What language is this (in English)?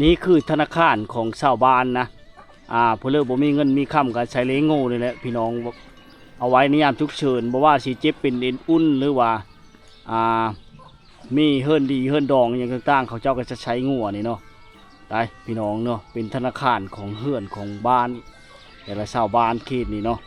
Lao